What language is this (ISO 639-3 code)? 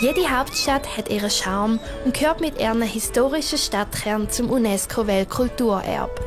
gsw